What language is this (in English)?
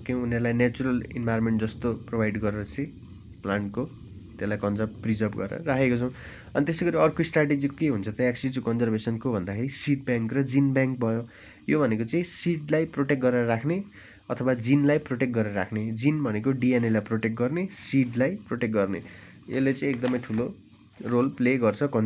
Nepali